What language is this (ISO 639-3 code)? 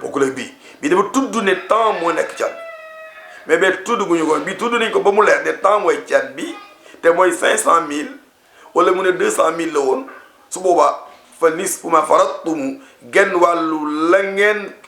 wol